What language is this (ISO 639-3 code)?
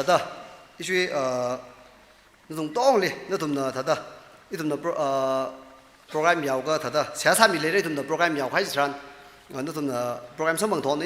nmf